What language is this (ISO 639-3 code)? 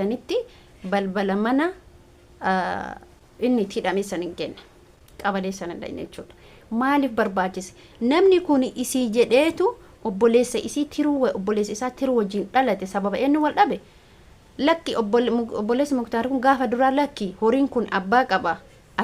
orm